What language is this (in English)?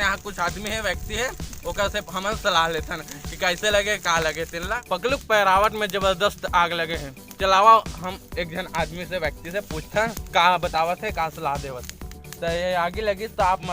Chhattisgarhi